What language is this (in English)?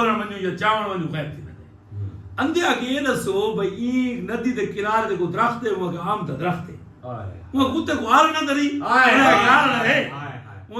Saraiki